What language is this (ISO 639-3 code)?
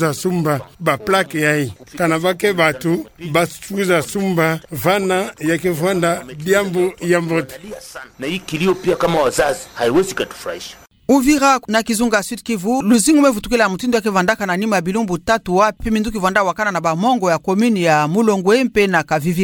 ktu